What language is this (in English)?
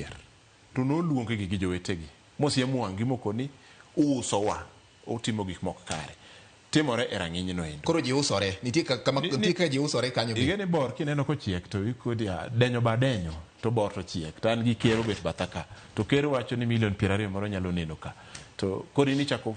Luo (Kenya and Tanzania)